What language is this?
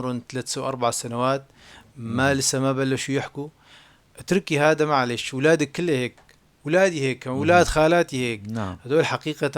North Levantine Arabic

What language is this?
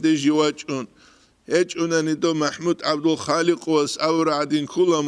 Avaric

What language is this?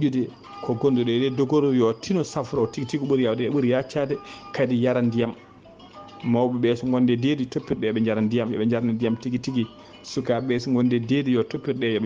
Fula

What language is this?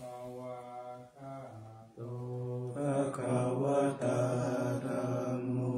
Pali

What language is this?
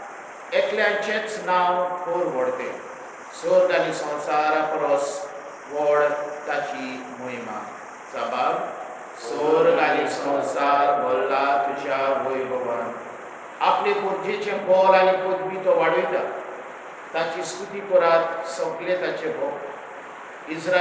Konkani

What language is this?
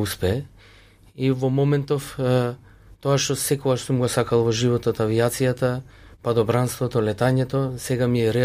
Macedonian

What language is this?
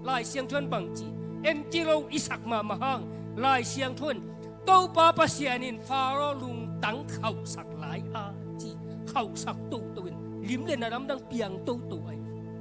Tedim Chin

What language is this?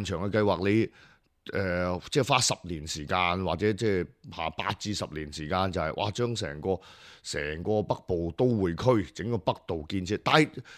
Cantonese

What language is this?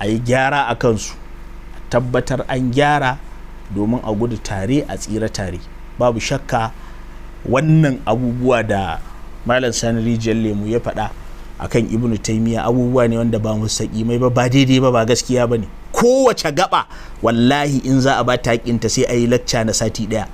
Hausa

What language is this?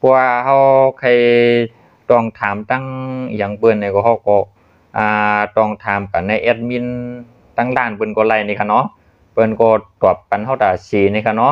Shan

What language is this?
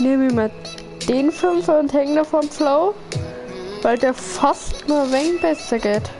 Bavarian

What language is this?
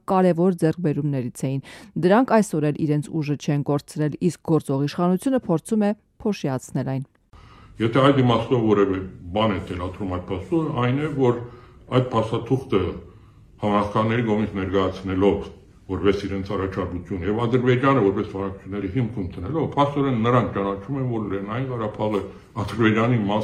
Armenian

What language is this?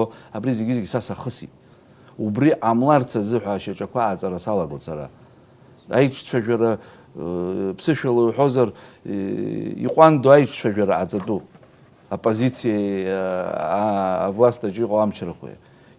Abkhazian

